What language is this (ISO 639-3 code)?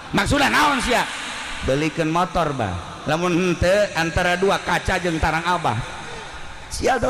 sun